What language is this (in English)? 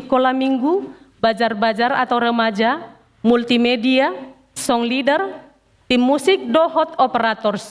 Batak Toba